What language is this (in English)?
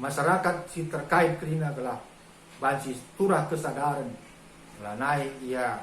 Batak Karo